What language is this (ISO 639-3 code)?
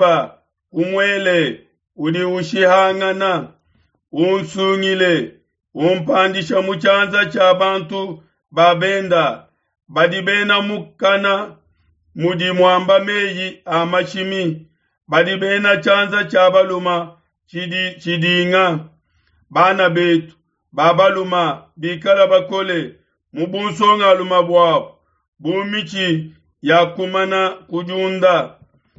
lua